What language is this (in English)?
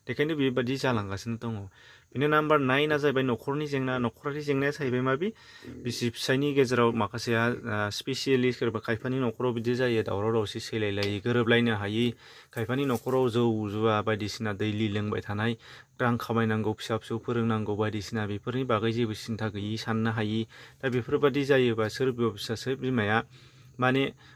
Bodo